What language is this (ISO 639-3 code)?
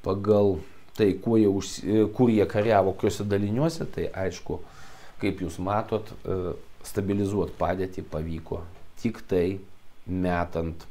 lit